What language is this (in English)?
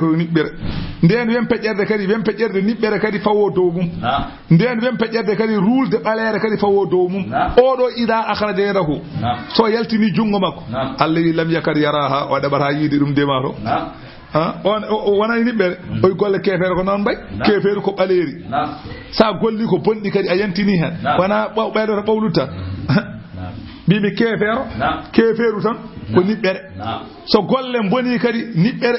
Fula